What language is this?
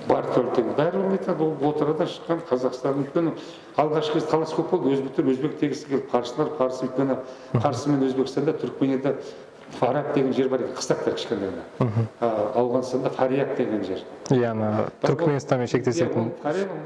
Kazakh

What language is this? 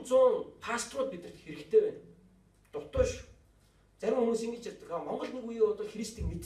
Mongolian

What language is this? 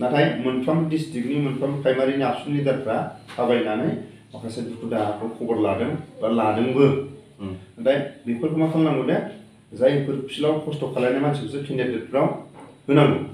Bodo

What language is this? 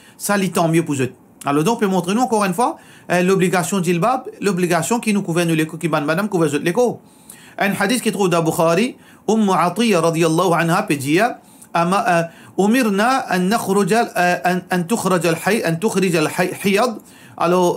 Morisyen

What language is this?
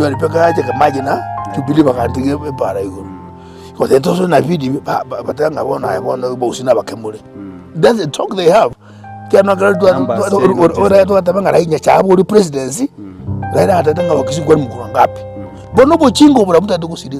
Gusii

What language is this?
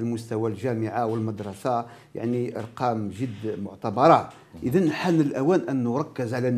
Arabic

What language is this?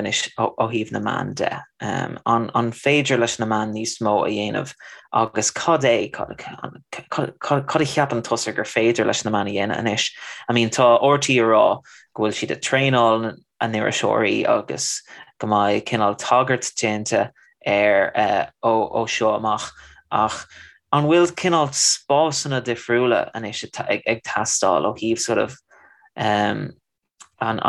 Irish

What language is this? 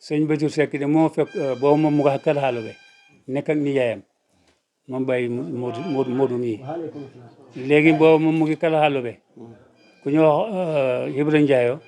Wolof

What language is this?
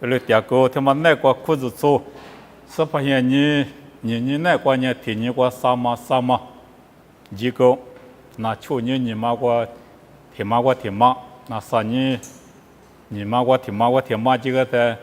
Lisu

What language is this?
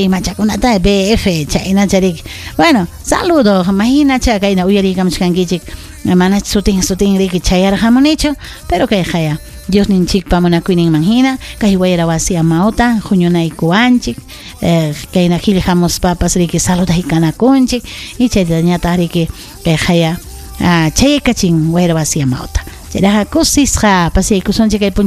Ayacucho Quechua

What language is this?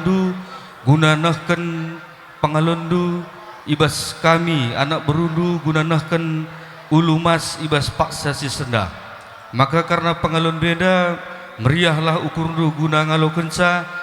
Batak Karo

